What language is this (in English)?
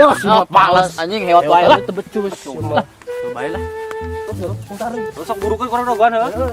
Sundanese